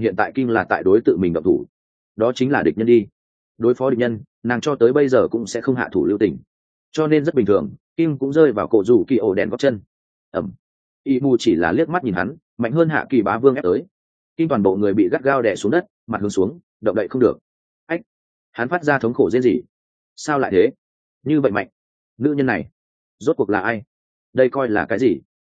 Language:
Vietnamese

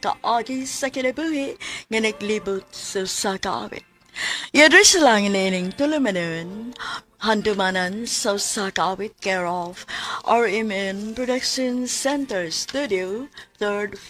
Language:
Cebuano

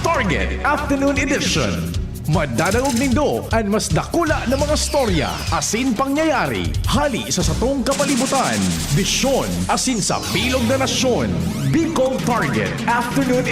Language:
Bikol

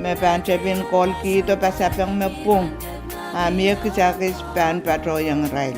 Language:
Pohnpeian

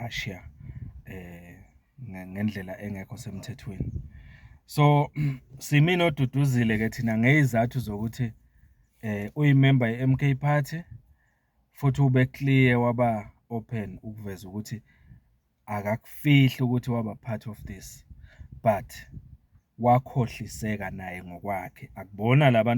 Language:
Zulu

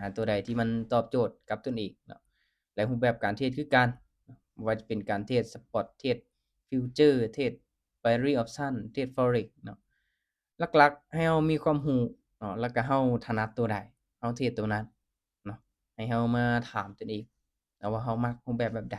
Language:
Lao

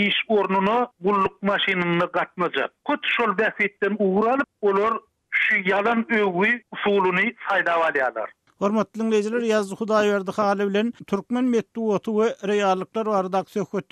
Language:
Turkmen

